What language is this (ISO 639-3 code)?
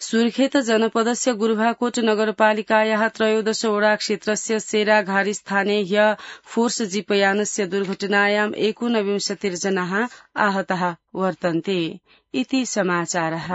san